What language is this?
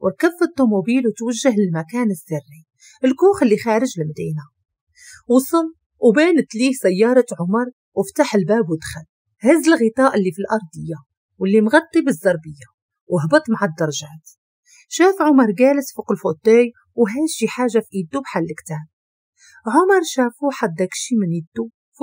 Moroccan Arabic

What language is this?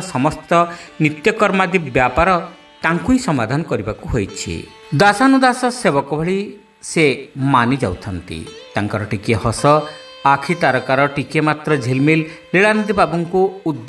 Odia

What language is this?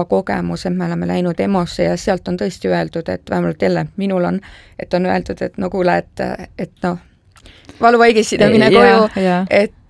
Estonian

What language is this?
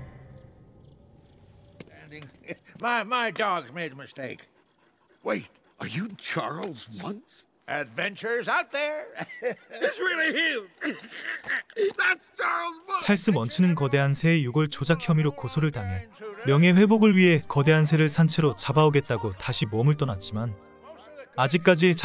Korean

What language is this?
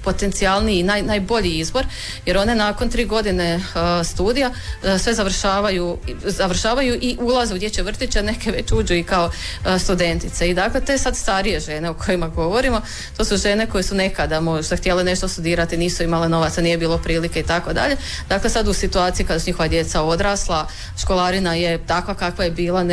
Croatian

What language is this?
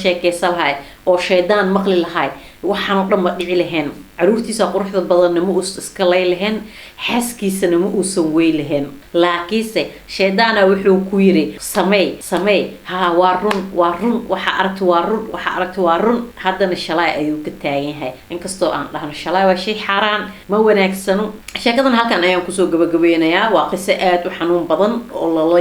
Somali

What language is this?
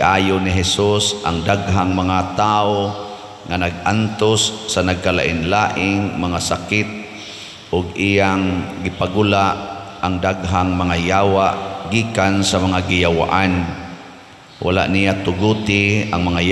Cebuano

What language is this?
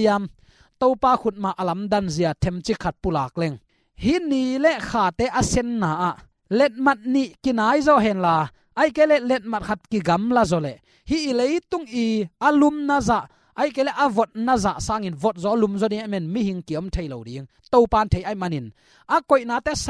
Tedim Chin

